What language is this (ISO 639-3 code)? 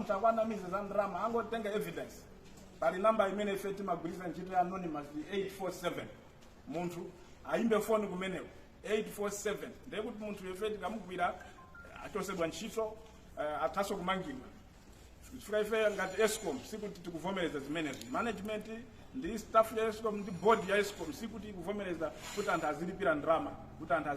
nya